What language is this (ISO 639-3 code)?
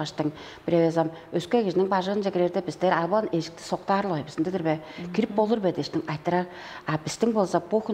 tyv